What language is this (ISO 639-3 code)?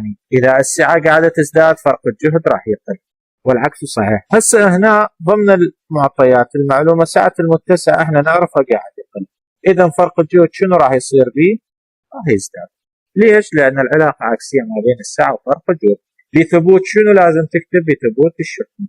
acm